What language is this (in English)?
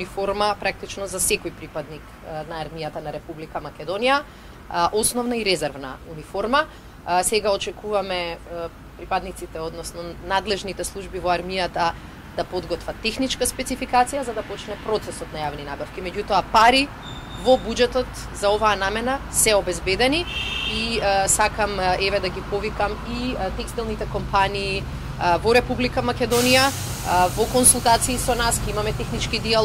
Macedonian